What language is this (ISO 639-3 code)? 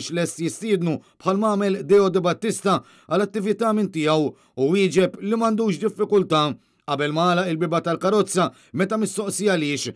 mlt